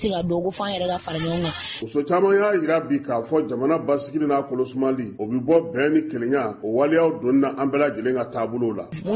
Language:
Bambara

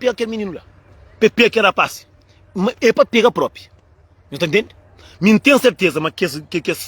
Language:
Kabuverdianu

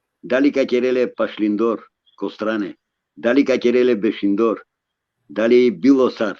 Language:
Balkan Romani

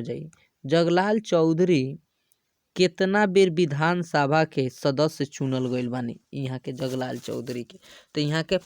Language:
Bhojpuri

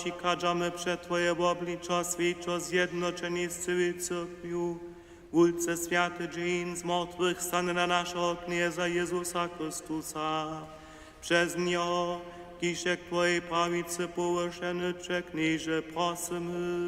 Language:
Upper Sorbian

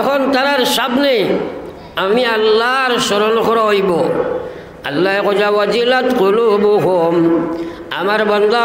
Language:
Sylheti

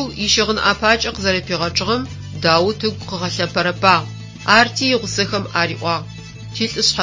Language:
Adyghe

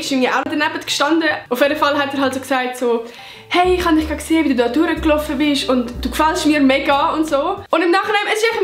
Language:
Swiss German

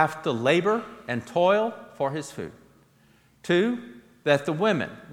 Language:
English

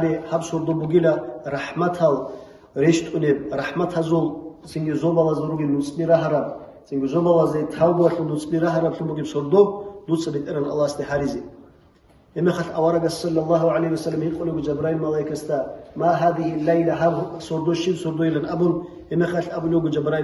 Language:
Avaric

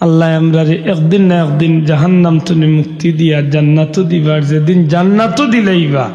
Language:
Sylheti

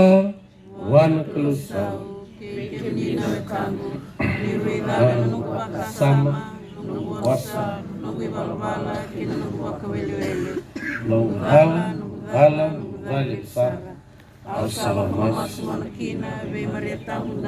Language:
Fijian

